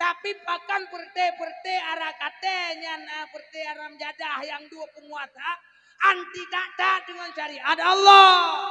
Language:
Achinese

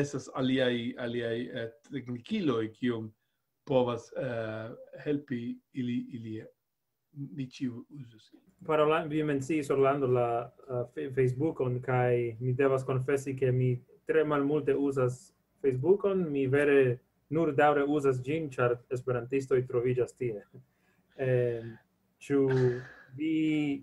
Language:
Esperanto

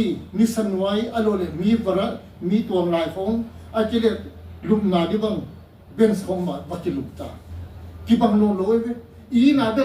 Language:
Tedim Chin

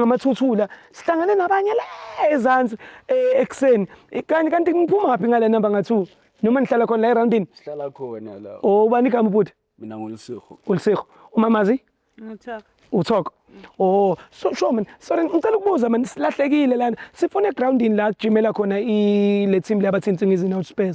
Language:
Zulu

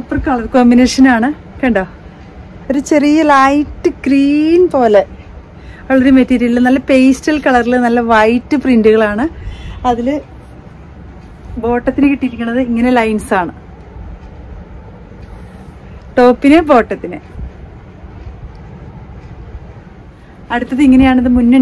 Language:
Malayalam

